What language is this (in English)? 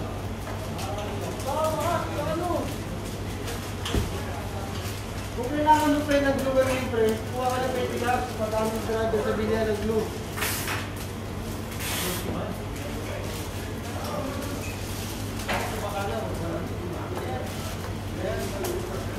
Filipino